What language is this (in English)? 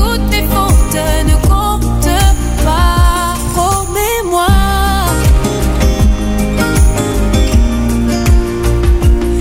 French